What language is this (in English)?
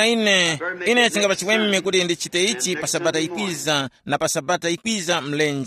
Tumbuka